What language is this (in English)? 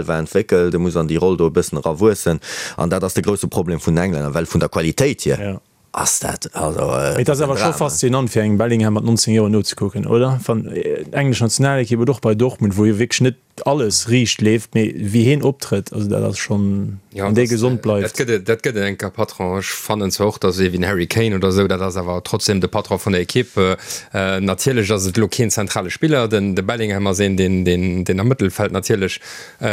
Luxembourgish